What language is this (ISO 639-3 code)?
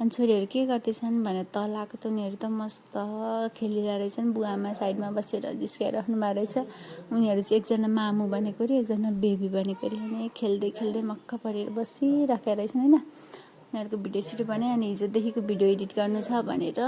nep